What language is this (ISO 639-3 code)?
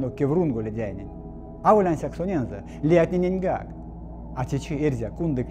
myv